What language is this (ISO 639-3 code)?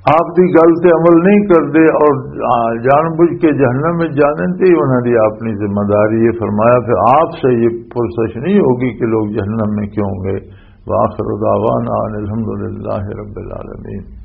lah